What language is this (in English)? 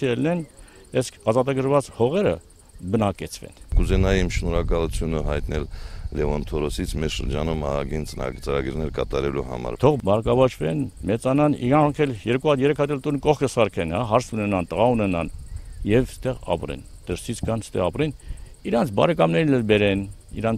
Armenian